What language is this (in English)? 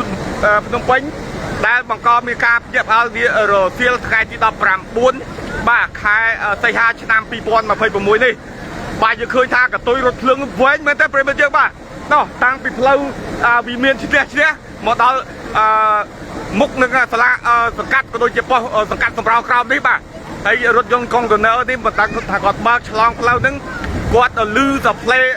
Khmer